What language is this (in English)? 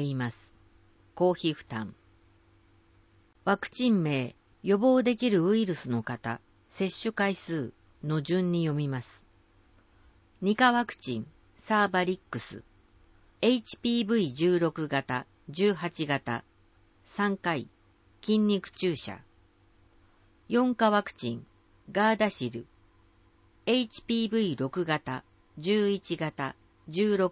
Japanese